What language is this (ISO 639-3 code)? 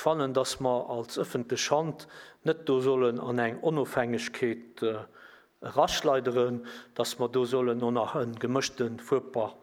ltz